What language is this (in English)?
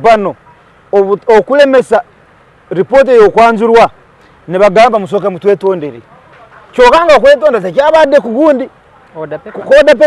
Ganda